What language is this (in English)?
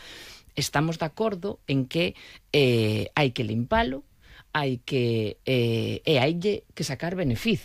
Galician